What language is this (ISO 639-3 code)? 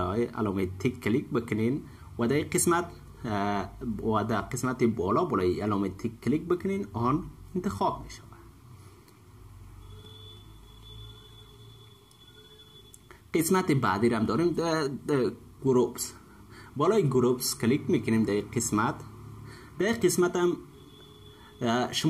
fas